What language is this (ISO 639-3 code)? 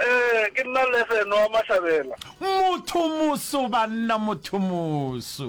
nso